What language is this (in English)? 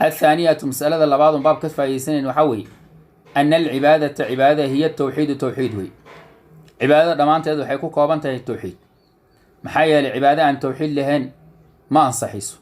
Somali